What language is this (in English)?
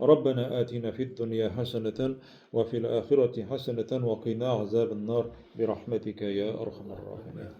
Tatar